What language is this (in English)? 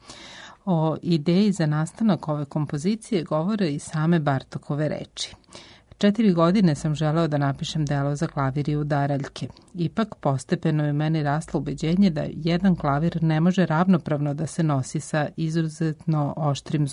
Serbian